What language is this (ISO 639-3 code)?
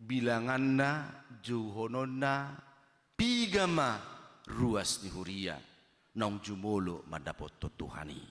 bbc